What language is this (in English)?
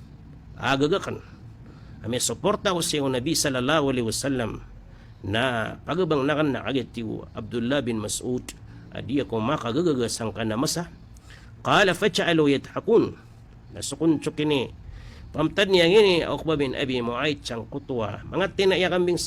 Maranao